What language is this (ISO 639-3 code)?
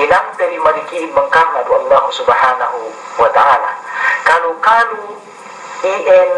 yka